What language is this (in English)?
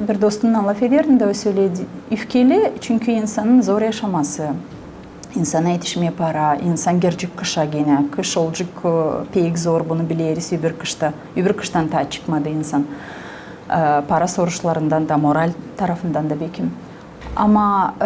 Gagauz